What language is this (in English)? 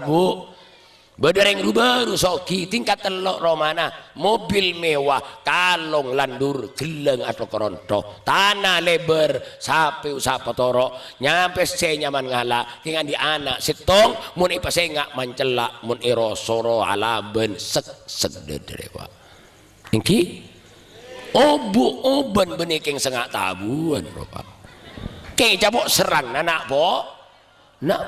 Madurese